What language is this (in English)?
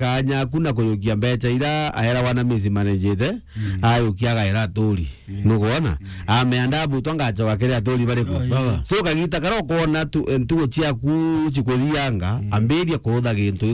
Meru